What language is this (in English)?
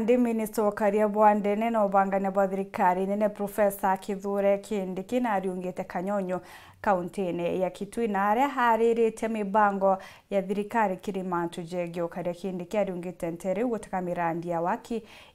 Meru